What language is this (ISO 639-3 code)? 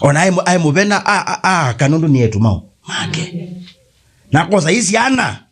kam